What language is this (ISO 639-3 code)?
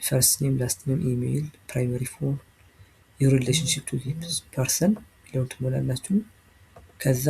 amh